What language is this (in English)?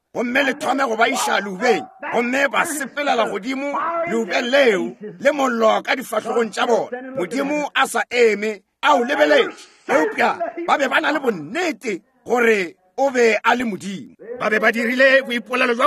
Northern Sotho